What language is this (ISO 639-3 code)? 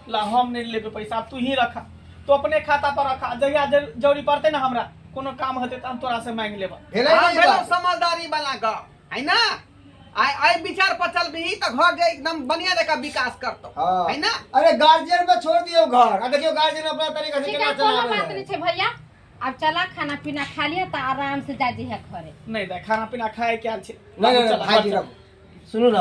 mai